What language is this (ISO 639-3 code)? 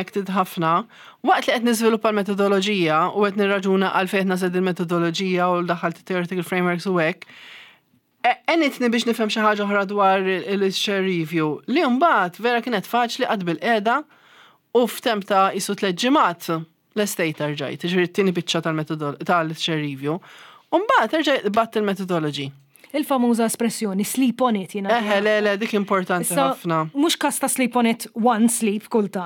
mlt